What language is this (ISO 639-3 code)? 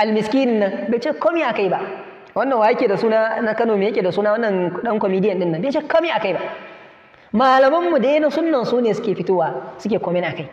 hau